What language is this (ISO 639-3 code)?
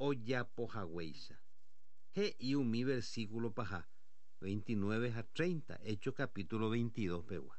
grn